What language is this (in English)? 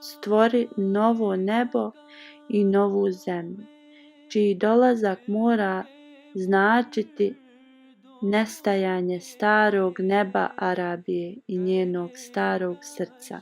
Bosnian